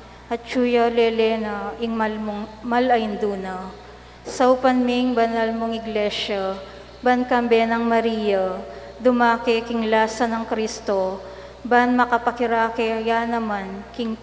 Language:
Pampanga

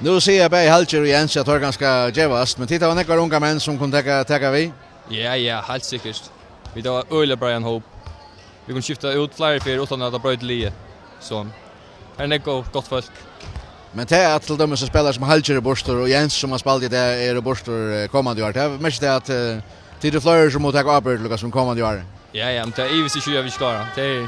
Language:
Faroese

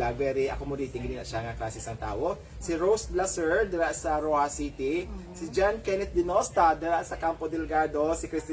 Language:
Hiligaynon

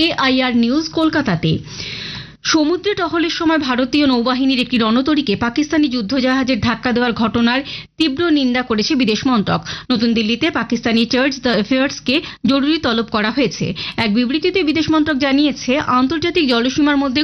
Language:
Bangla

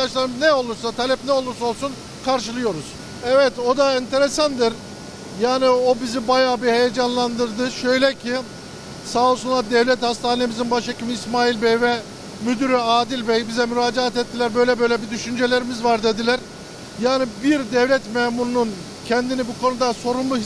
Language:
Turkish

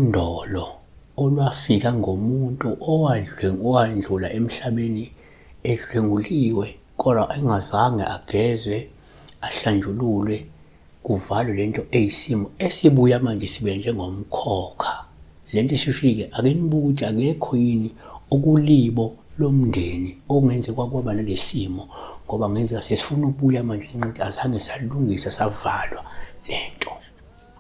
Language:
Zulu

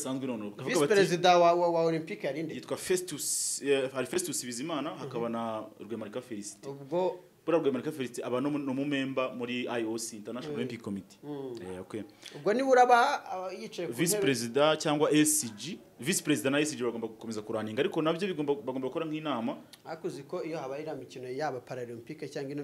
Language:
Kinyarwanda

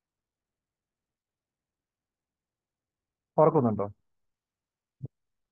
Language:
Malayalam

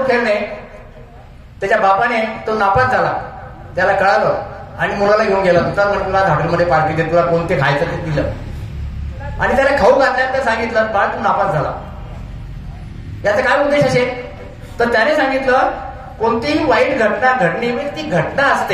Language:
Marathi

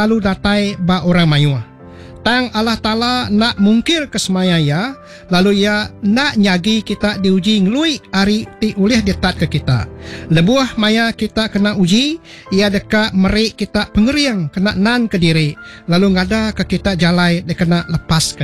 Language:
Iban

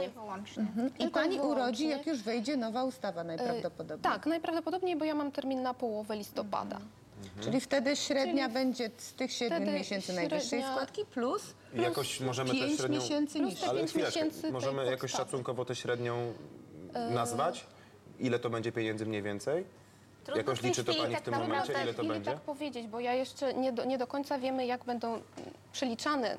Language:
Polish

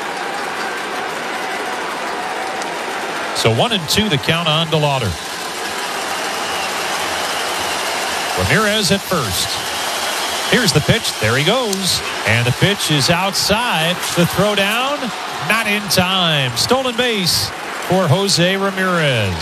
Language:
English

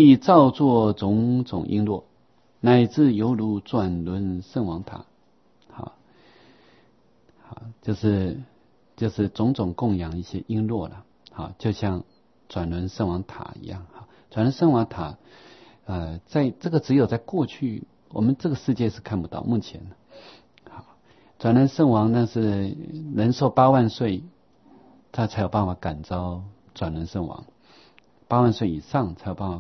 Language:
Chinese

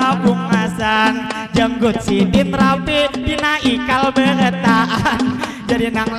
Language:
Banjar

